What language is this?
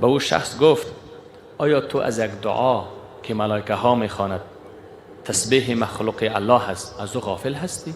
Persian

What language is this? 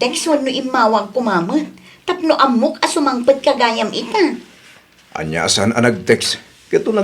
Iloko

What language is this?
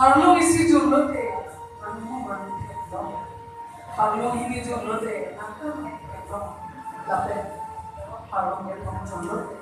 Karbi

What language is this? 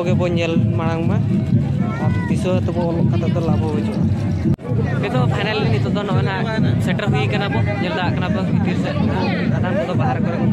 Santali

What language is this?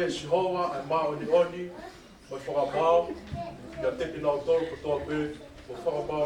Tongan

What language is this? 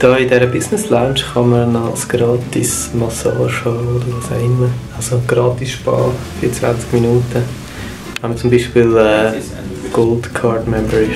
Swiss German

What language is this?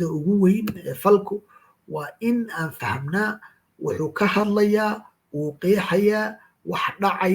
Somali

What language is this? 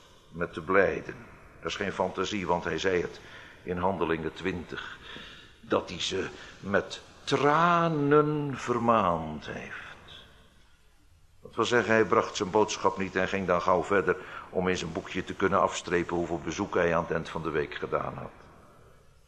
Dutch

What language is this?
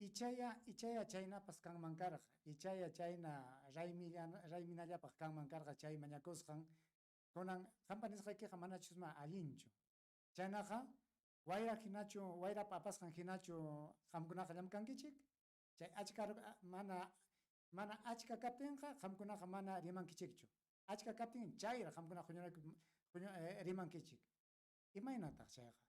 Ayacucho Quechua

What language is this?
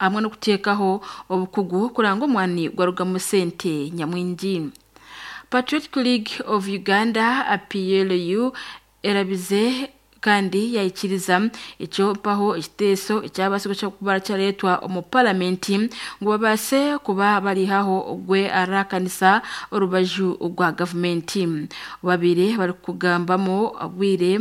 Nyankole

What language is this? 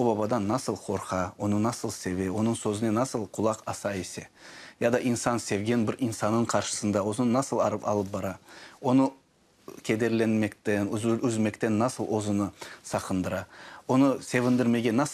Crimean Tatar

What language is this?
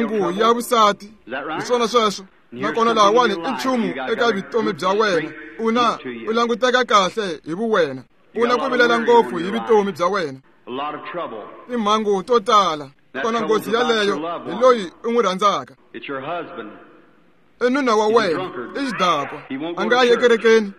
Tsonga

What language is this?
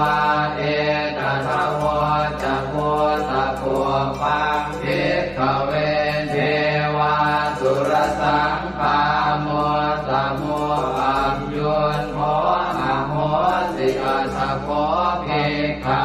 Pali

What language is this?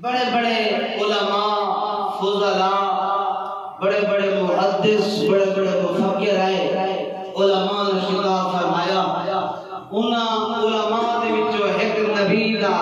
Saraiki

